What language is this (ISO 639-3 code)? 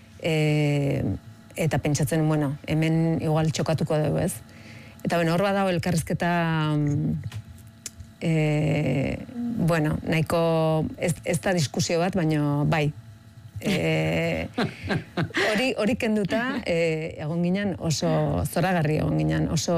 eus